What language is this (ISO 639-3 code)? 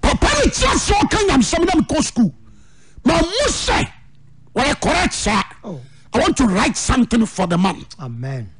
aka